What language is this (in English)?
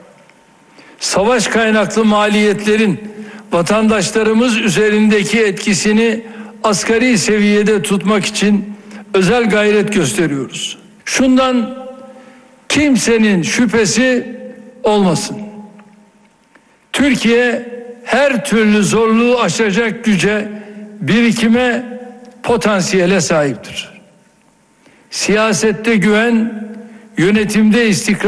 Turkish